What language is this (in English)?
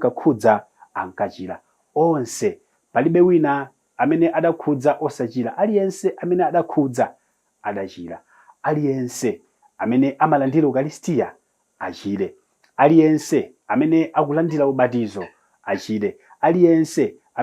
Nyanja